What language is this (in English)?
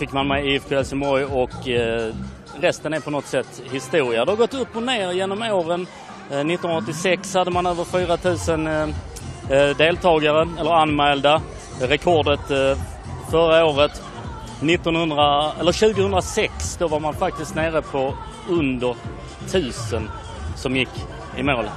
Swedish